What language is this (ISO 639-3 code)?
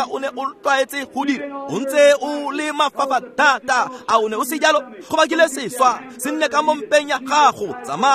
tsn